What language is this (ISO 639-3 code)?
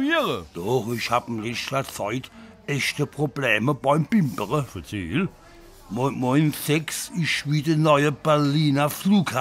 pfl